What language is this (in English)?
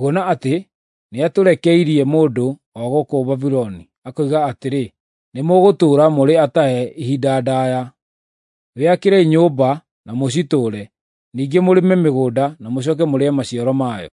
Kikuyu